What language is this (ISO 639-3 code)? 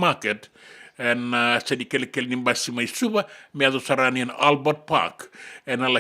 fij